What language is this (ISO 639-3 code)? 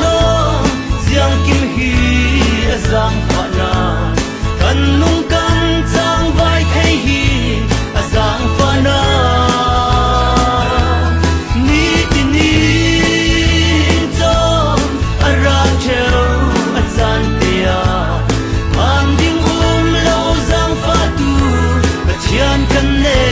cnh